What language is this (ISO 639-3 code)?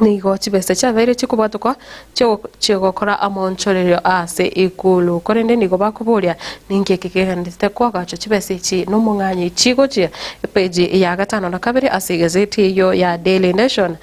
guz